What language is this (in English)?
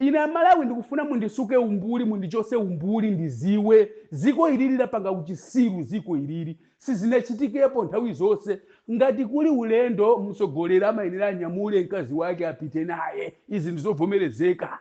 Nyanja